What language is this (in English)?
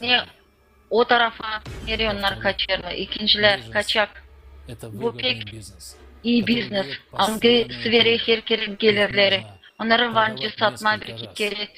Gagauz